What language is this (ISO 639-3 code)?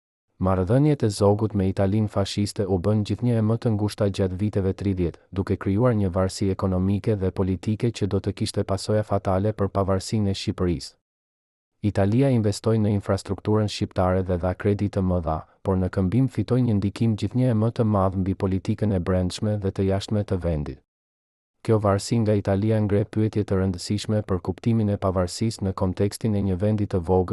sqi